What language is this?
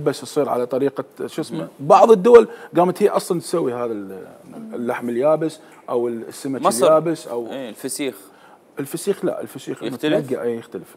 Mesopotamian Arabic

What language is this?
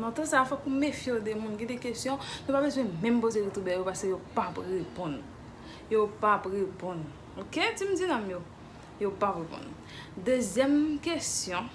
Haitian Creole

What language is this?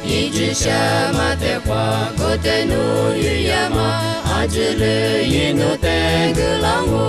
Lisu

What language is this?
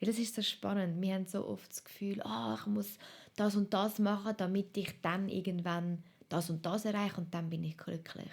Swiss German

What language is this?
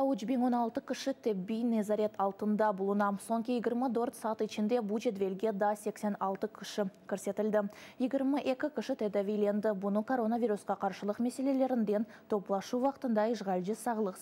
Crimean Tatar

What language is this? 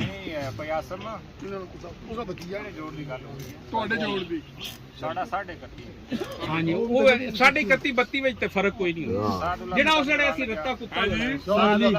Pahari-Potwari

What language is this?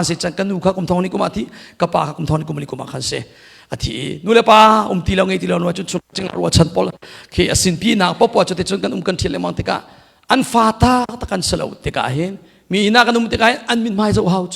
Hakha Chin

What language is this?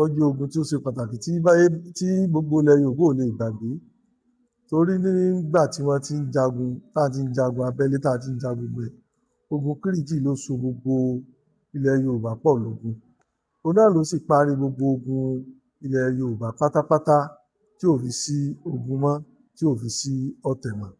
Yoruba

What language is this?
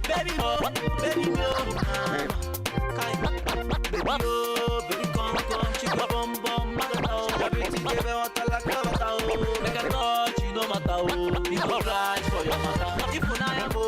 Nigerian Pidgin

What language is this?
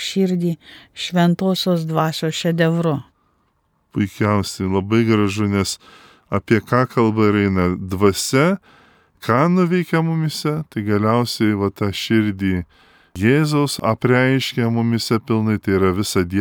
Lithuanian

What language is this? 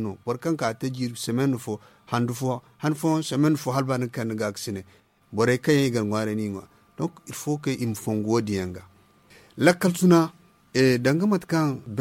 Zarma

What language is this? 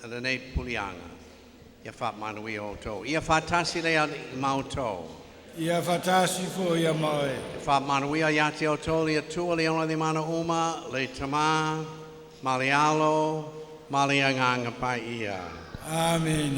Samoan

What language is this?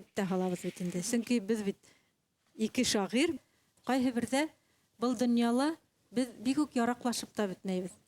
Bashkir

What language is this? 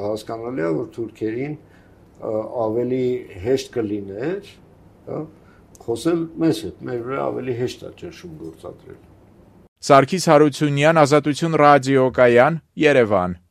Armenian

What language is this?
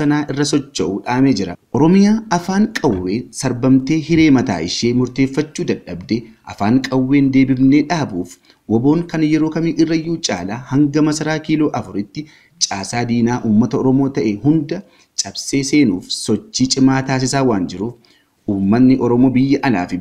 Oromo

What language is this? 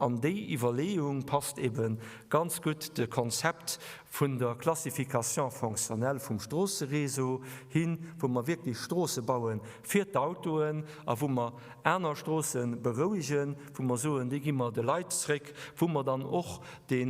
Luxembourgish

